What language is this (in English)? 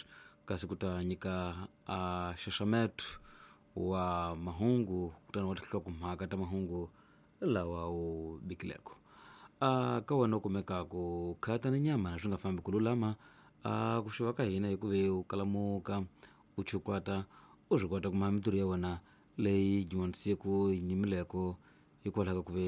Tsonga